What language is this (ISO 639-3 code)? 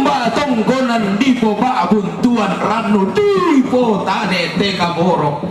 sda